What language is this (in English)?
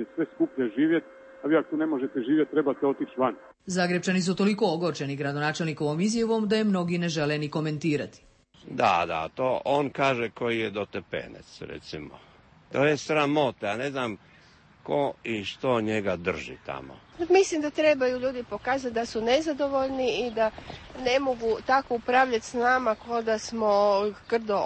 Croatian